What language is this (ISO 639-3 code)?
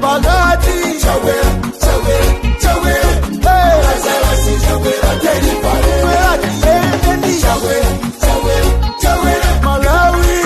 nya